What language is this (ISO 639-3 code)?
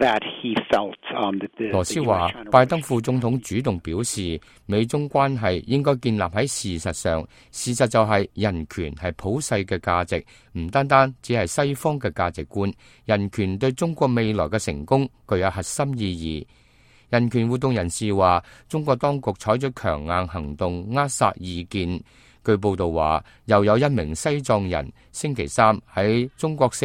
yue